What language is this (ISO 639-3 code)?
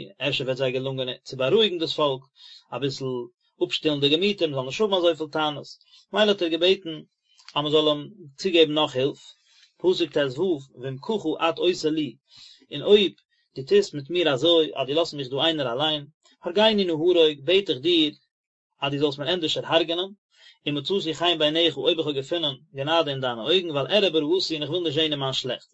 yid